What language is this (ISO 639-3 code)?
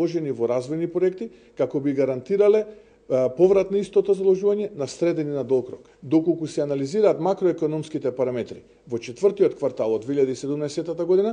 mkd